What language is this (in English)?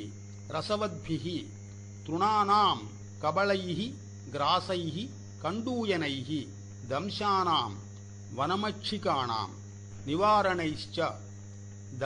Sanskrit